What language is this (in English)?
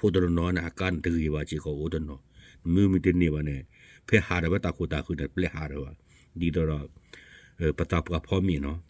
S'gaw Karen